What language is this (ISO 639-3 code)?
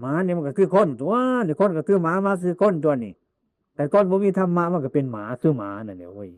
tts